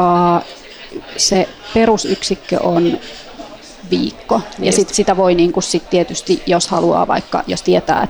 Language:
Finnish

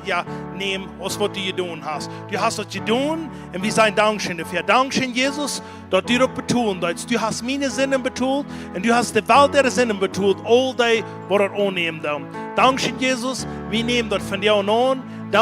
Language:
Plautdietsch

